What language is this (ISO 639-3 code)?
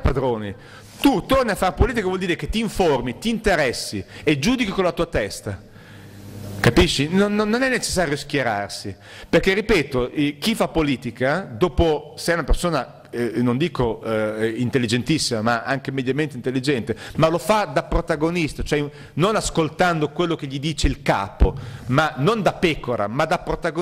ita